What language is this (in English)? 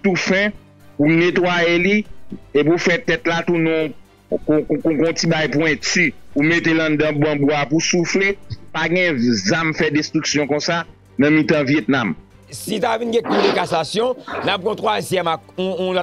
Haitian Creole